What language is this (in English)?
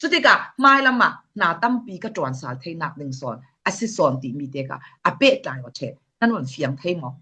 Falam Chin